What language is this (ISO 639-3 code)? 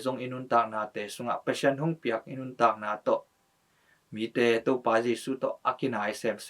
ctd